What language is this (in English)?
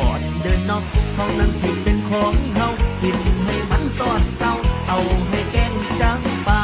Northeastern Thai